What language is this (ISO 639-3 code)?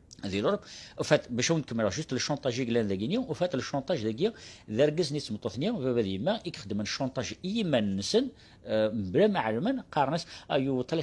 kab